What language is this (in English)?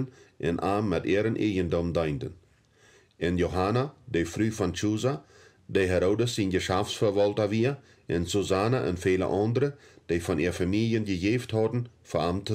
Plautdietsch